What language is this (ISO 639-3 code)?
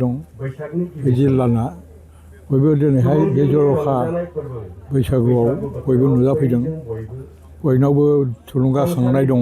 brx